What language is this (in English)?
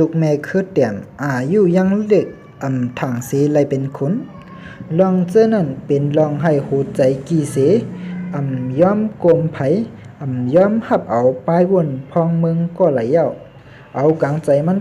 Shan